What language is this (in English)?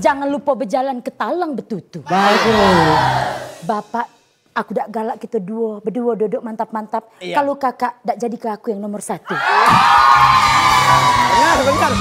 Musi